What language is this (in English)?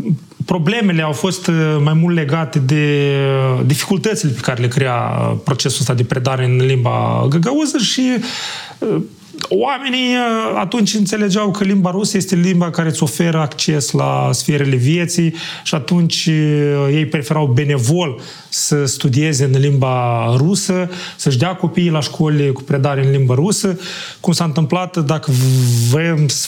Romanian